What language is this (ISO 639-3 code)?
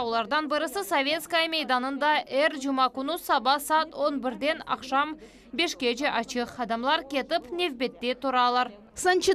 crh